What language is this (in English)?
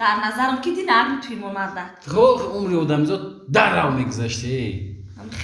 Tajik